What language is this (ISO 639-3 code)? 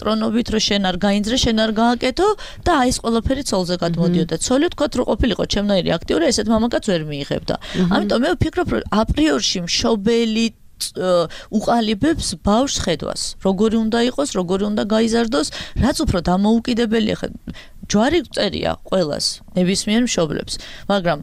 kat